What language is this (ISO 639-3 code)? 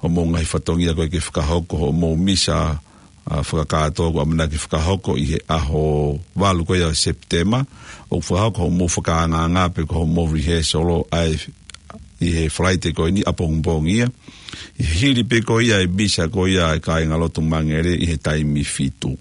ton